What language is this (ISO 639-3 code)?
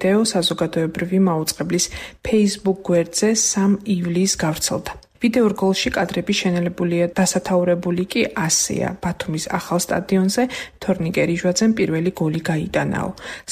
kat